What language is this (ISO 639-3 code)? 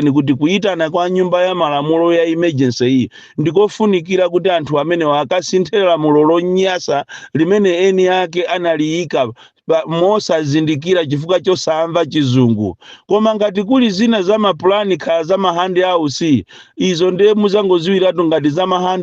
nya